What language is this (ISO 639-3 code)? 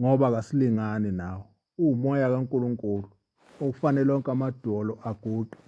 zul